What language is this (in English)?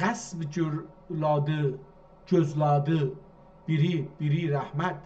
South Azerbaijani